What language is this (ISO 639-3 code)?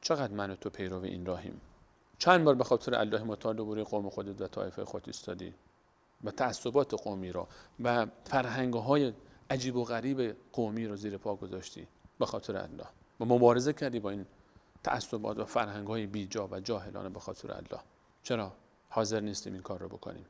fas